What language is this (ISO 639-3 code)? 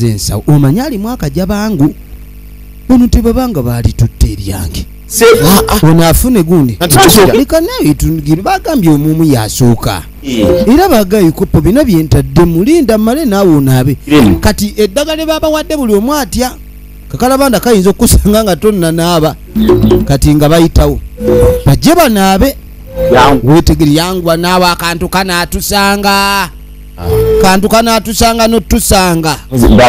lug